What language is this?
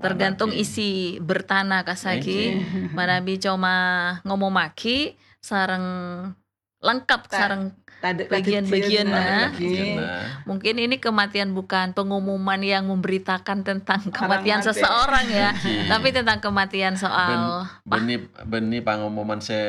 Madurese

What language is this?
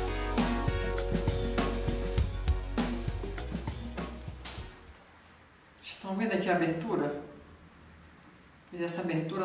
Portuguese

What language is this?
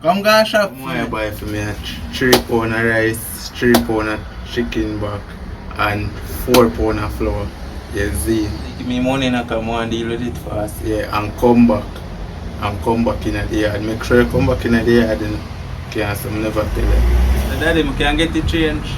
Jamaican Creole English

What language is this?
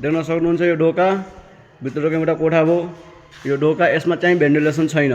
Nepali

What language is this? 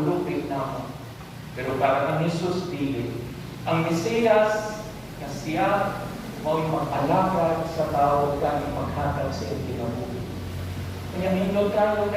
Cebuano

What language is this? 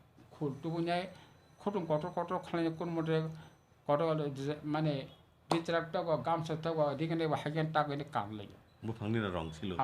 Kok Borok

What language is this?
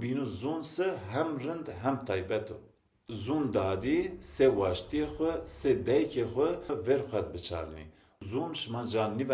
Zaza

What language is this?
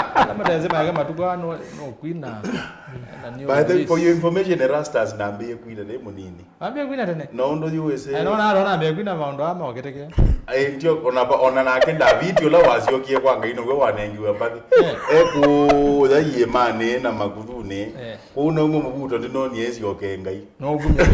Kamba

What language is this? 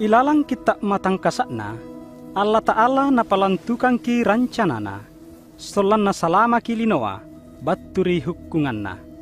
Makasar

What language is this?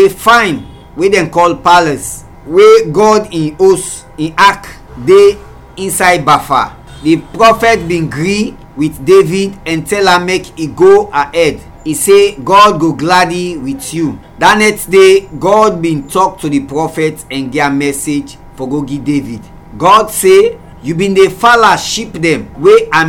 Krio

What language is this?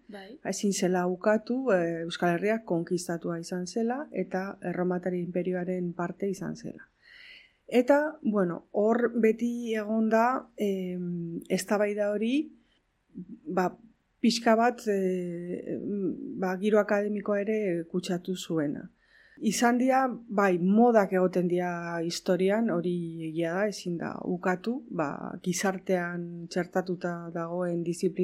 Basque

